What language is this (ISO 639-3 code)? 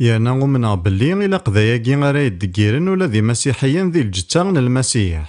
kab